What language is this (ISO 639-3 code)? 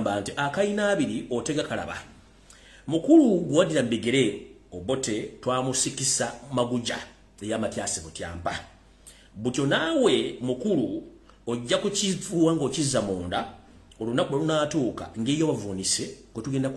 lug